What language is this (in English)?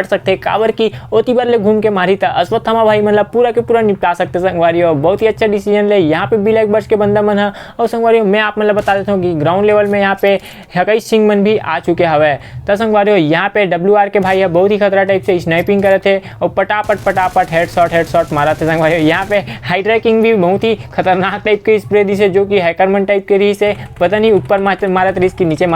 Chhattisgarhi